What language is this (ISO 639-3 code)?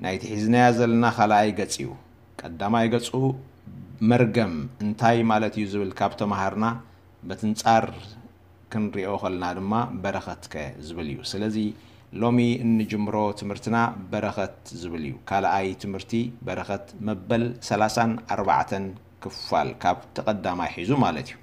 tir